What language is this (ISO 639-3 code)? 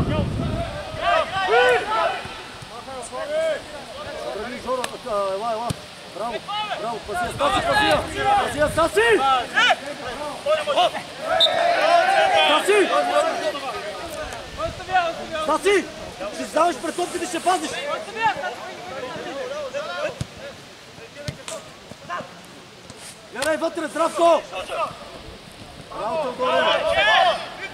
bul